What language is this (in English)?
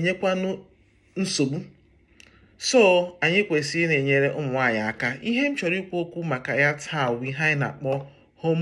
Igbo